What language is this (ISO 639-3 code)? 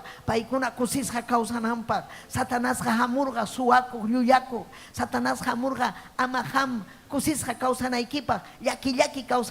quy